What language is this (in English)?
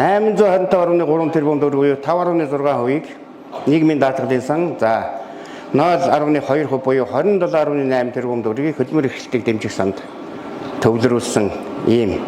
Mongolian